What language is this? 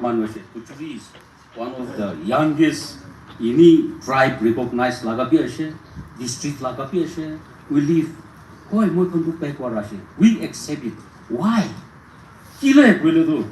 Naga Pidgin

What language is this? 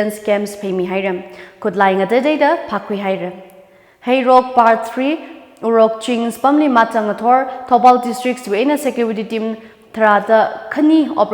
Tangkhul Naga (India)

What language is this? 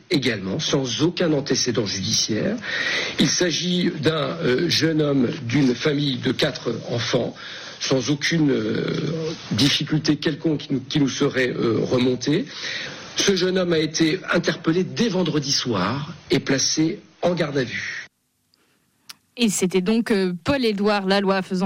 French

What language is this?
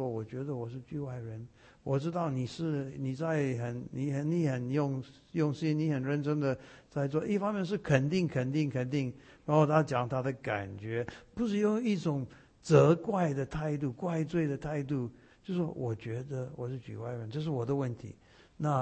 Chinese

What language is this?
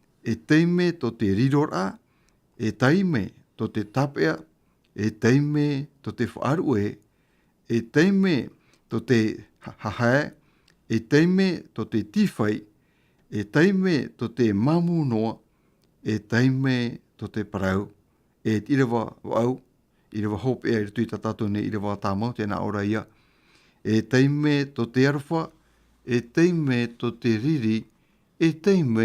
Tahitian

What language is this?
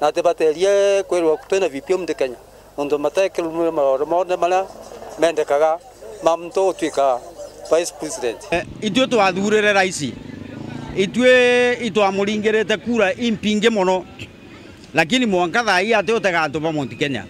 Meru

